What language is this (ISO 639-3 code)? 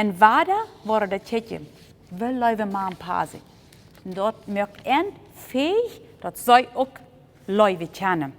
pdt